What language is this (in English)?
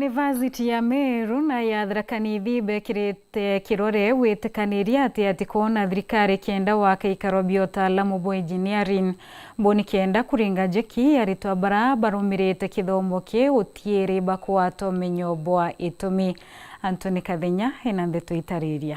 Meru